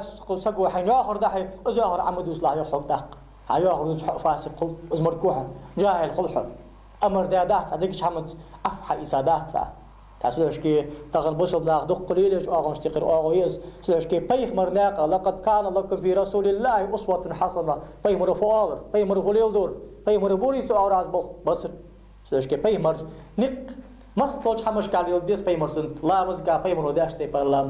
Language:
Ingush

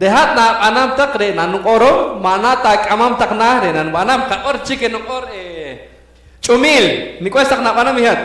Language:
Poqomchi'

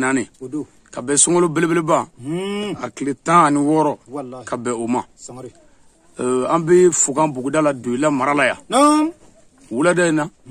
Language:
Bambara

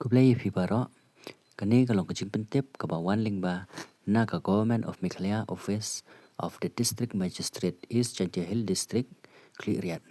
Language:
Khasi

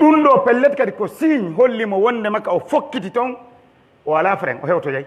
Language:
Pular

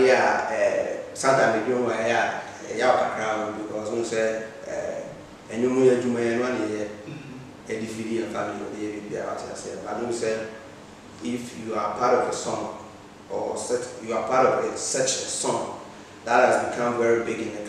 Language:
English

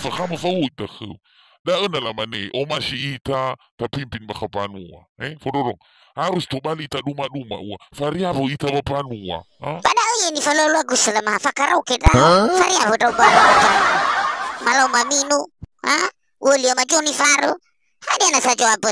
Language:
Nias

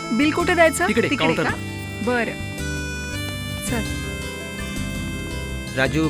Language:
Marathi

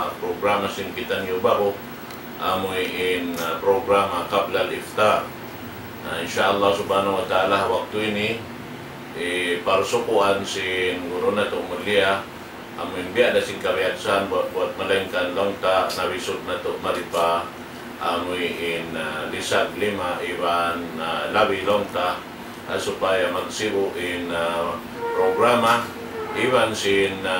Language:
Tausug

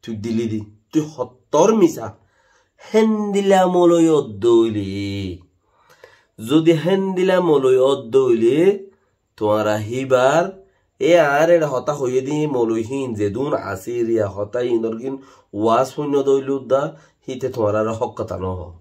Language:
Rohingya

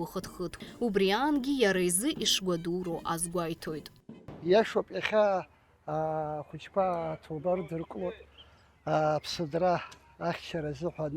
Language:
Abkhazian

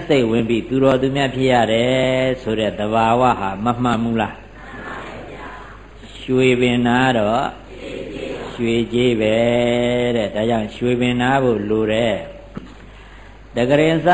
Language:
Burmese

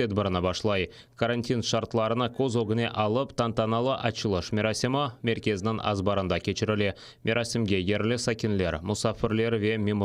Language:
Crimean Tatar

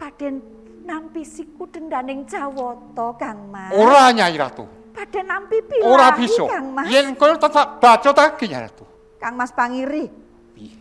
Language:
Javanese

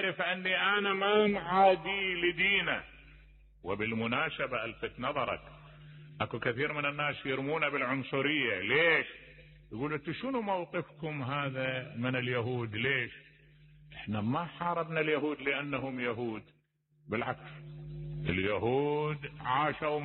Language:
Mesopotamian Arabic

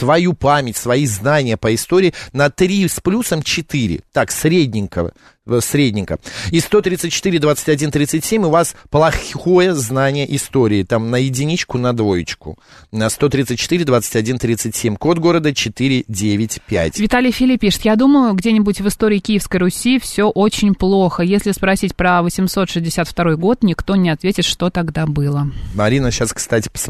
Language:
Russian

